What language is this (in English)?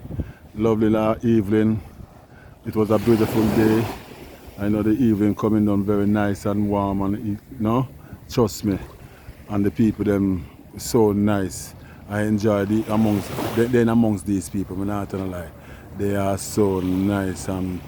Jamaican Creole English